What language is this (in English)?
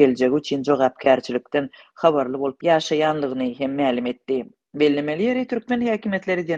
Turkmen